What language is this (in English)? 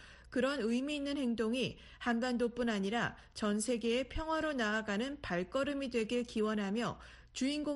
Korean